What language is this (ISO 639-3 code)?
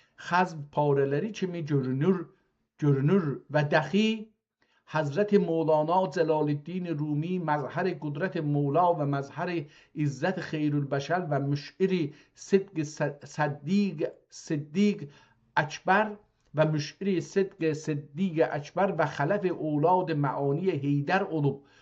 azb